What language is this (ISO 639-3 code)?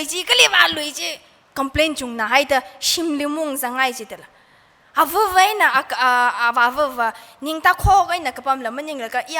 nmf